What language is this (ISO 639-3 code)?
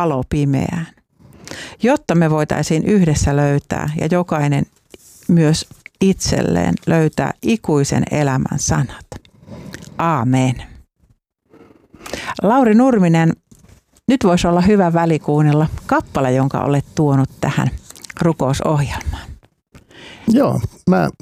fin